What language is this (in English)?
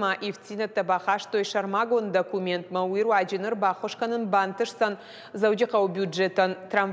Ossetic